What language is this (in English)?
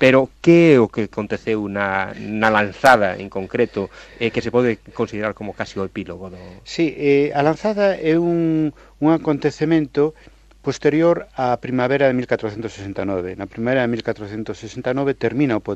Galician